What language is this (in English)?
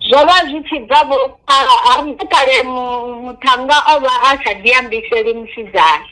Venda